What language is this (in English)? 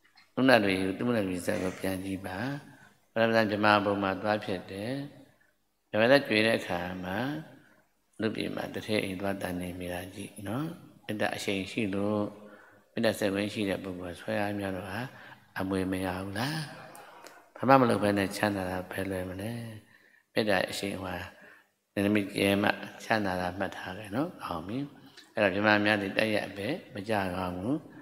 Burmese